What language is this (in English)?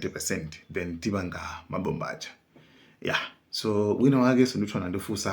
Nyanja